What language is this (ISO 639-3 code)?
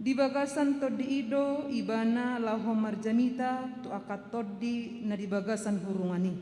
bbc